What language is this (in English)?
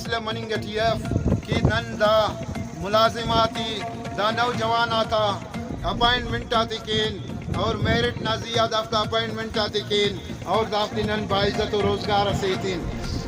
Brahui